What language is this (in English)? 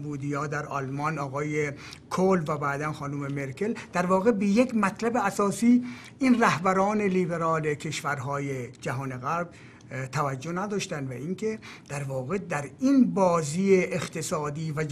Persian